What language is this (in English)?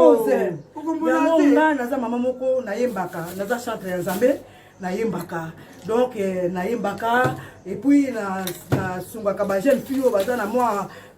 Lingala